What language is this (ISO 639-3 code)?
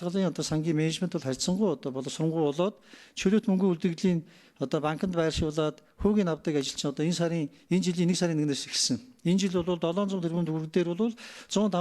mon